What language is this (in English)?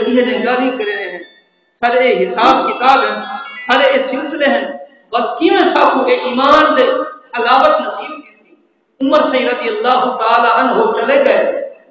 Saraiki